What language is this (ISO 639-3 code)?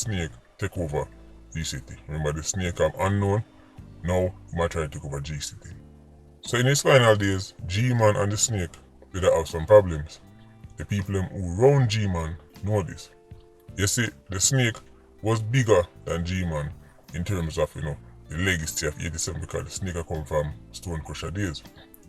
jam